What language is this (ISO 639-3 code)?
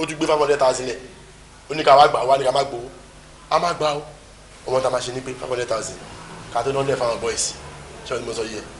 yor